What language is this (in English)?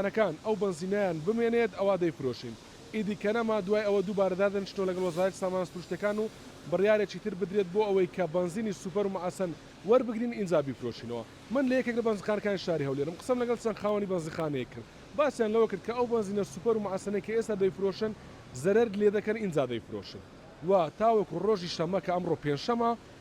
Central Kurdish